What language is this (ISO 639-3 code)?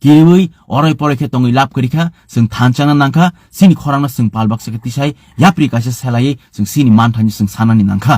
trp